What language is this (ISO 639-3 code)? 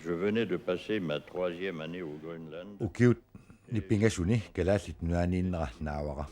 kal